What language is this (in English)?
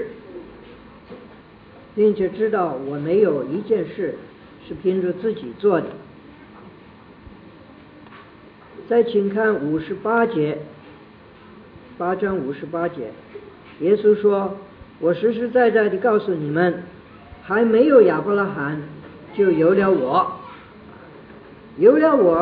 Chinese